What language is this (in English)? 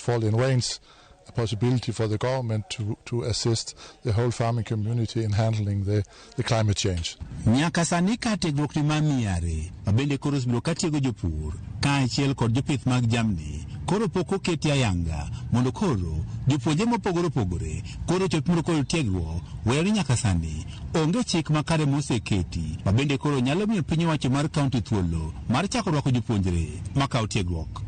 Luo (Kenya and Tanzania)